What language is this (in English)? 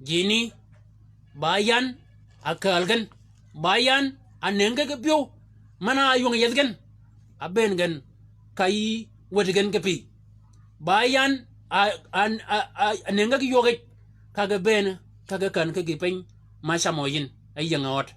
Shilluk